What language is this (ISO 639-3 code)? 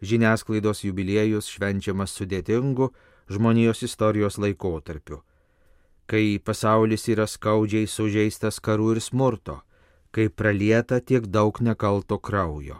lit